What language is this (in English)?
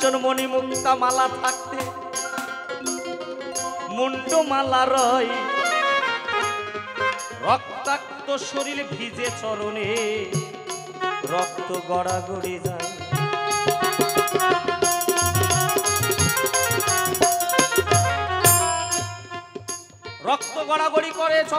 Bangla